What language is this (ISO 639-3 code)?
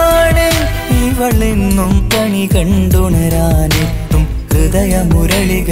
mal